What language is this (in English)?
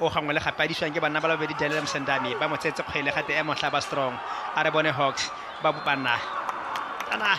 Tswana